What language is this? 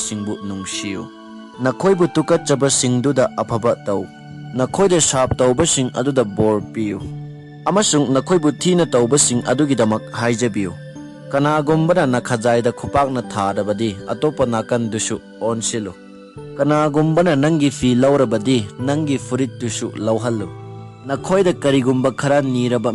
Manipuri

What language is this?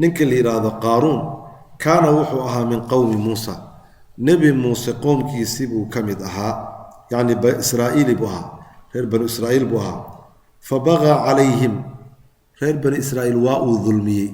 Somali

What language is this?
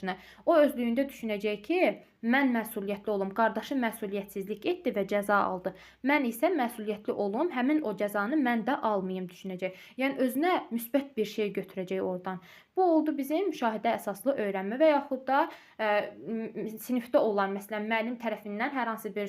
Azerbaijani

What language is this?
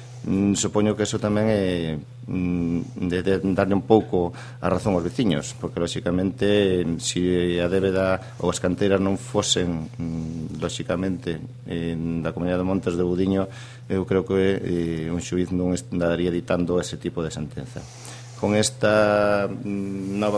Galician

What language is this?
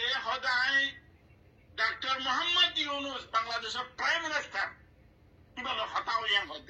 Rohingya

